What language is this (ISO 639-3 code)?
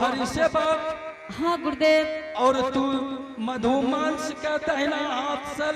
anp